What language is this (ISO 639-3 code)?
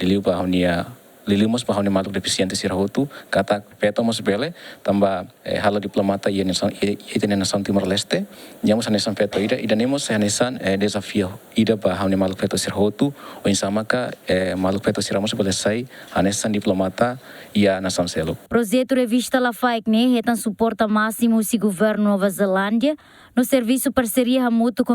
tet